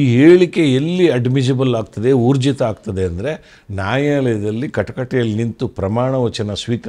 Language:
Kannada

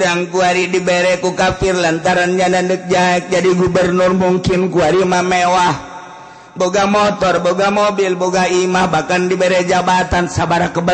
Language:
Sundanese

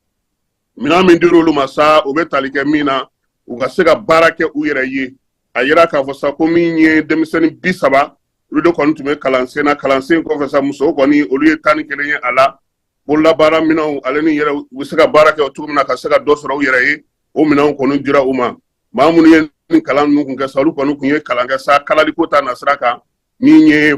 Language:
Bambara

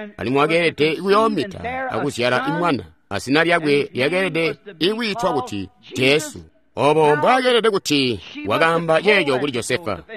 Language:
Tonga (Zambia)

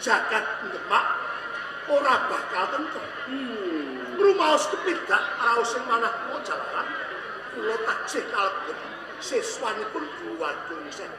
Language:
Javanese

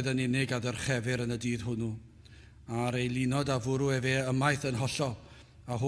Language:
Welsh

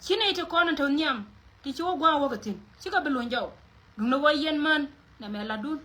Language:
Nuer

